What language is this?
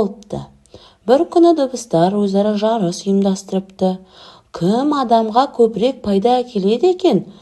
Kazakh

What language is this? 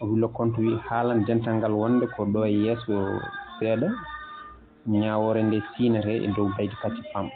Fula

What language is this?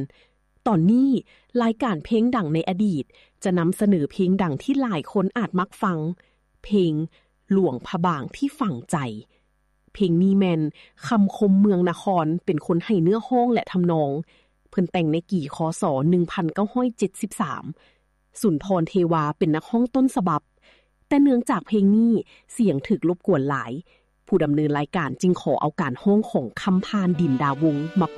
Lao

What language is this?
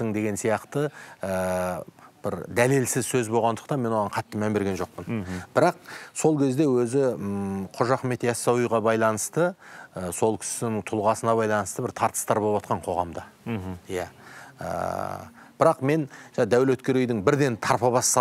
Kazakh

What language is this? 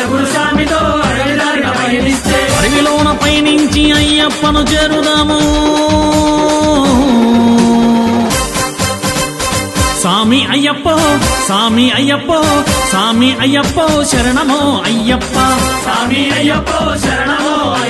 Telugu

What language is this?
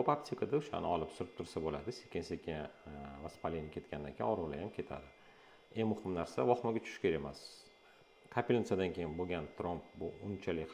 Uzbek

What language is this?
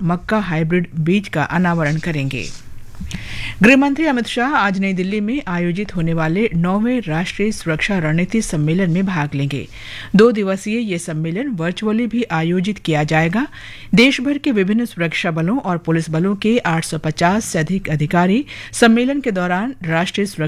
Hindi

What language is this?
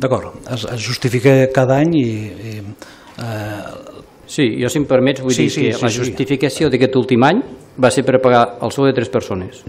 Catalan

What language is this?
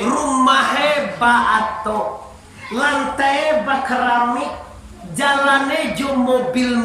Minangkabau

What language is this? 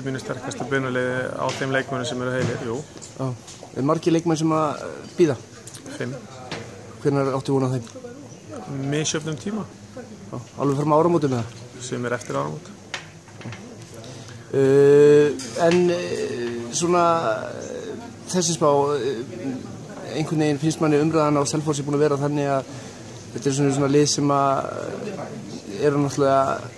Icelandic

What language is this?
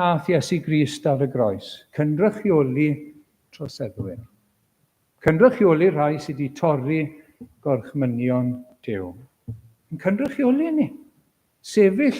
Welsh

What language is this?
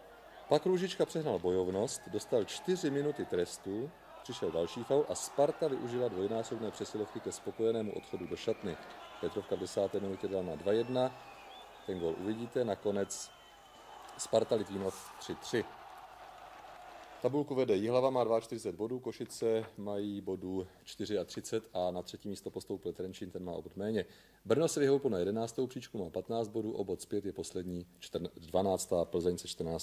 Czech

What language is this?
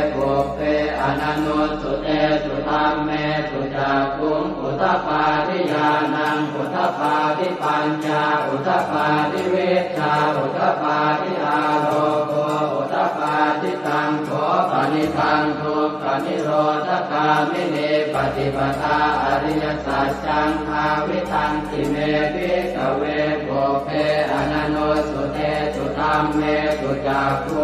Pali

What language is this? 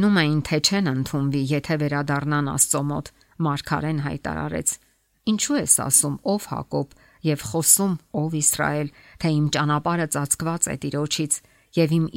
Armenian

